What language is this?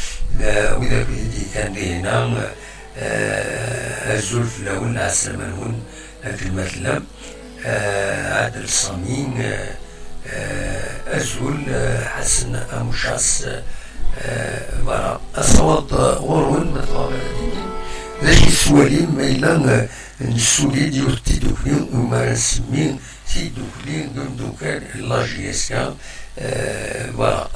Kabyle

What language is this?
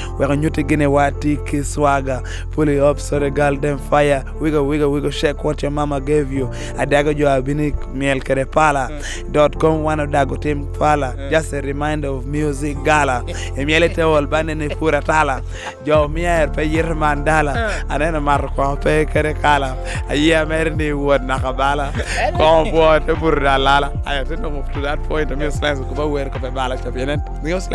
Lango (Uganda)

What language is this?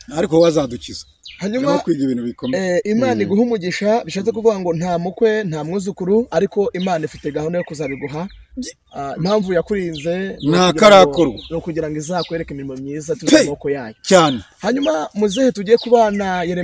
Kinyarwanda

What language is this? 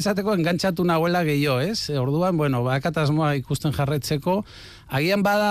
Basque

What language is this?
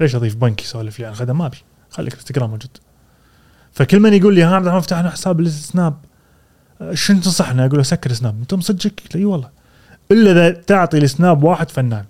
Gulf Arabic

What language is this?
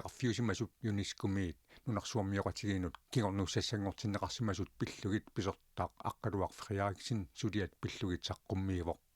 Kalaallisut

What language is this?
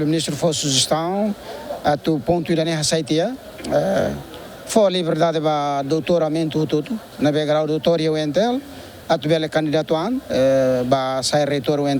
Tetum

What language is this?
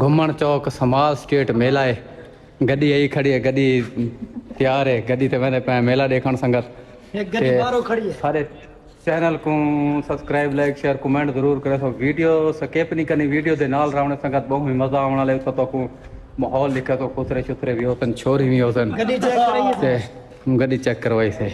Saraiki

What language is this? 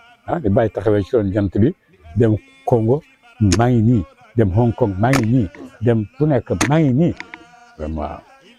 Wolof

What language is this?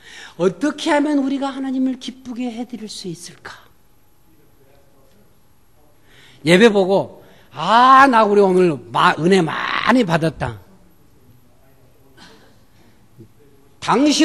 Korean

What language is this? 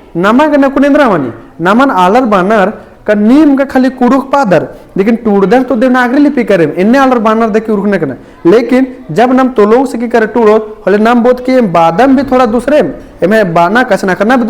Kurukh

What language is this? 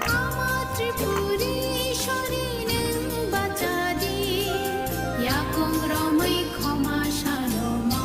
Kok Borok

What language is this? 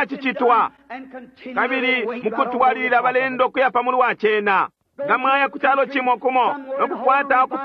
Bemba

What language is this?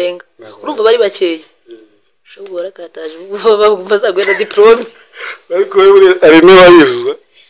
Kinyarwanda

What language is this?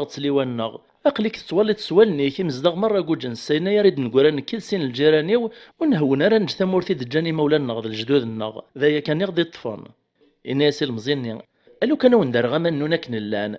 Kabyle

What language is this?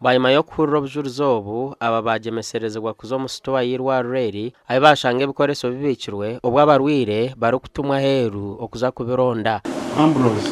Nyankole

